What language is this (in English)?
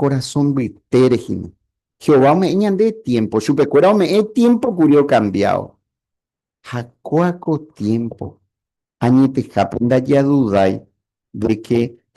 Guarani